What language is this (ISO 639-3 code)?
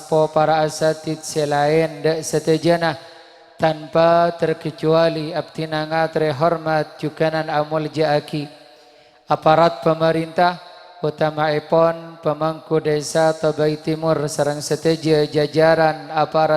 mad